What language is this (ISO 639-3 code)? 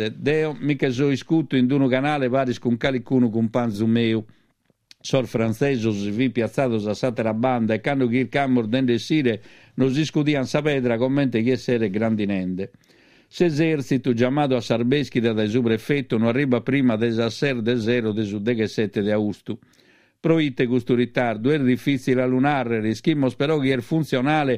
srd